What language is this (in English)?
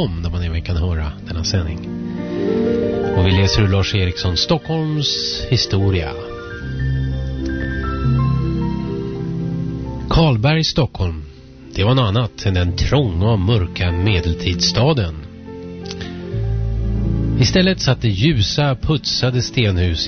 Swedish